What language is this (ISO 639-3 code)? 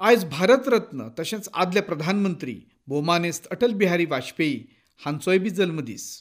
kok